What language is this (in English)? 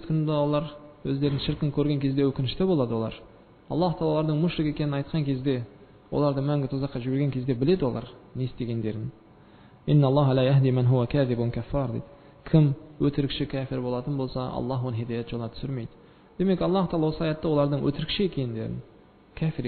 Kazakh